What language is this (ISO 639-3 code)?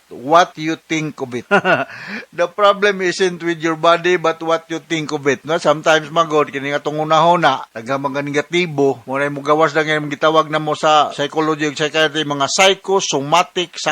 ceb